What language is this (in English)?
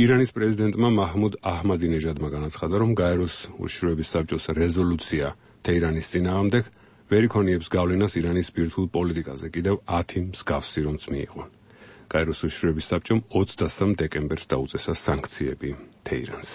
Georgian